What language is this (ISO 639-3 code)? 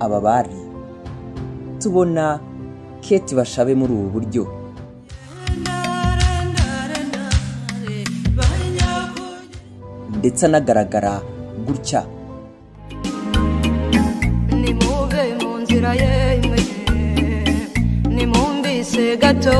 kin